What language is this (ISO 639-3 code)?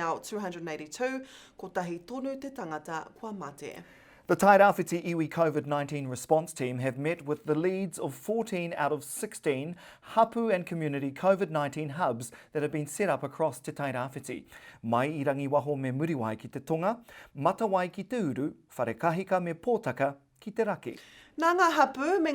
mri